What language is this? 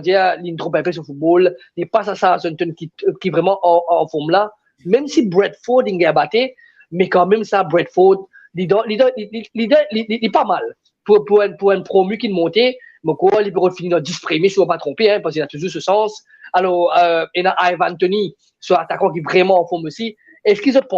Morisyen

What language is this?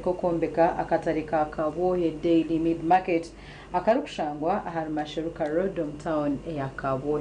Nyankole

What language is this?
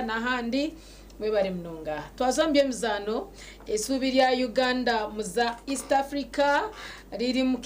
Nyankole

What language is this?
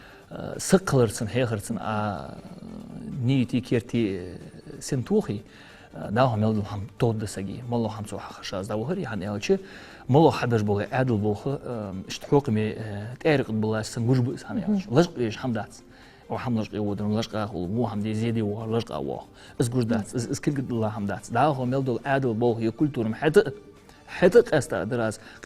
Ingush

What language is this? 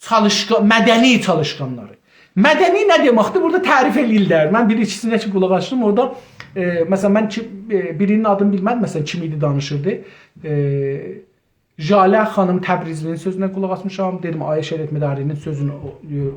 South Azerbaijani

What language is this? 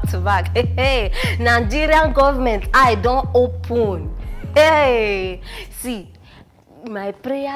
Nigerian Pidgin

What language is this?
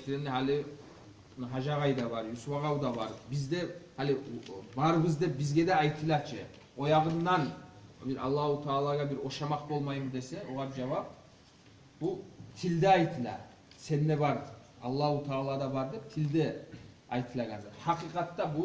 Kumyk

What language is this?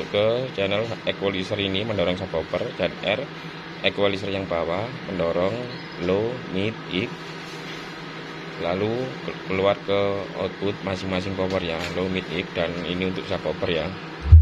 Indonesian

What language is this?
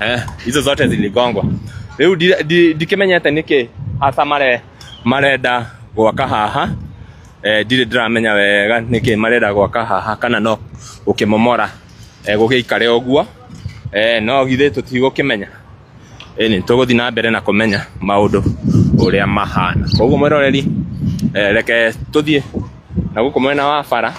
Kikuyu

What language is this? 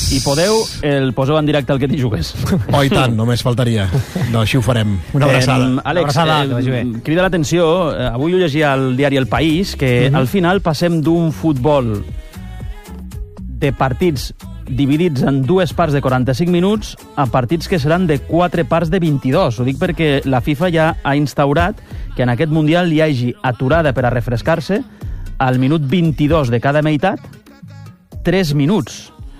Catalan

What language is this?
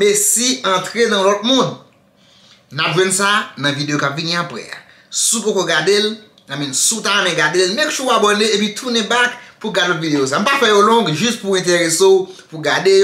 Haitian Creole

